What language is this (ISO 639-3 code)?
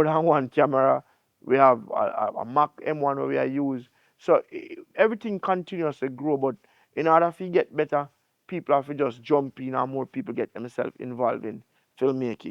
jam